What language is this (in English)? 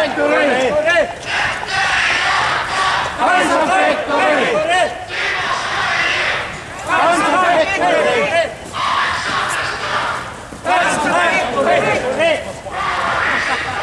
Finnish